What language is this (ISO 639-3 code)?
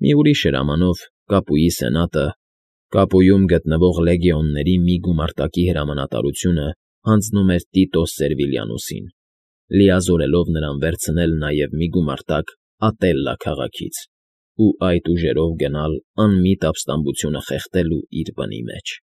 hye